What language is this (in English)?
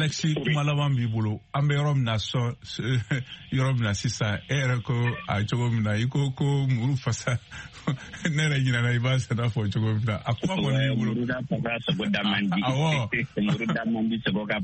Bambara